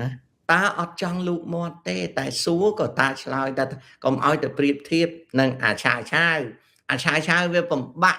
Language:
Khmer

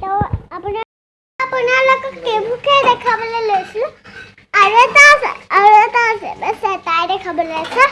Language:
Assamese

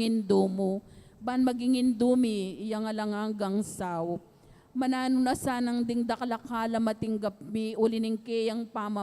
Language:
Pampanga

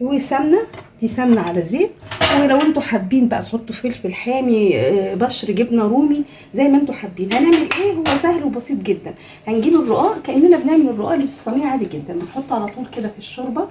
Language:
Egyptian Arabic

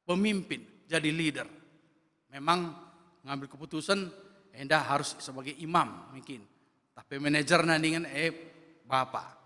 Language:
Batak Karo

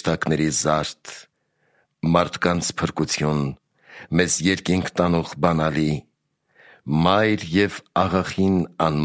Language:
Armenian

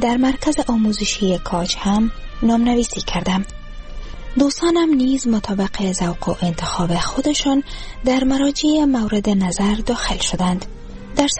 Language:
Persian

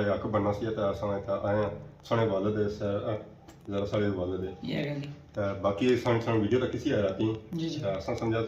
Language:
Pahari-Potwari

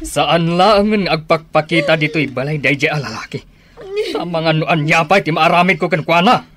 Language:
Iloko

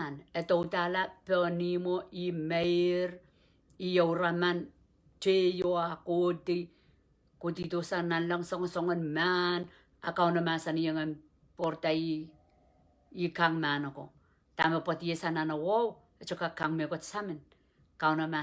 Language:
Pohnpeian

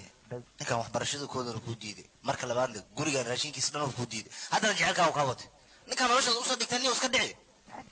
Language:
Somali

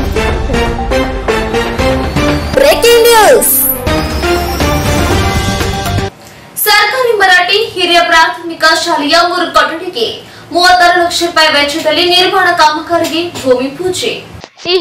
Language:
Kannada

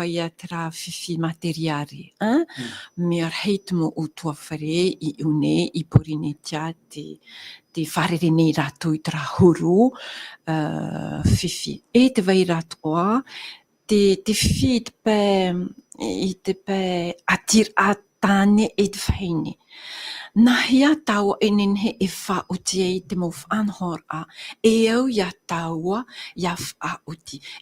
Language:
Tahitian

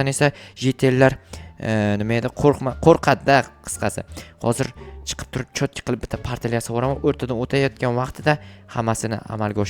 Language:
Uzbek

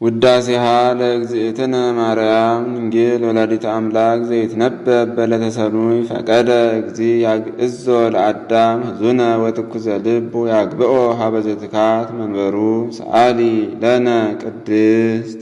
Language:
Geez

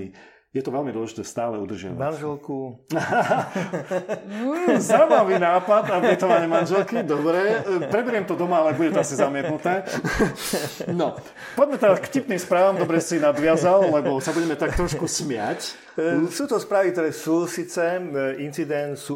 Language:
Slovak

